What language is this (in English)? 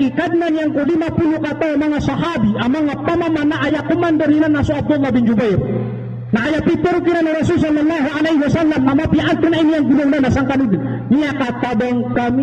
Maranao